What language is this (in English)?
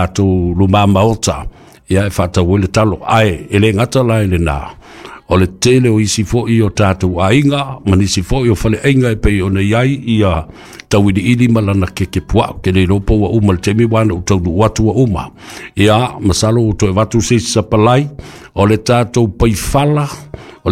Samoan